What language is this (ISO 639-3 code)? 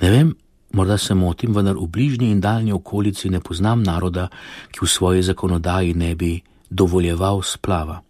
slv